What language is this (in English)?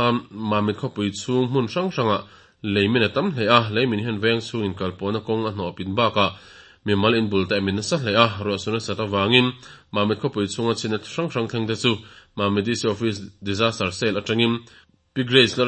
Mizo